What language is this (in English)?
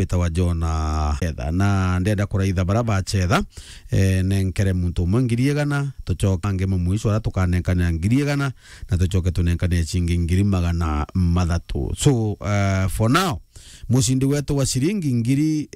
Meru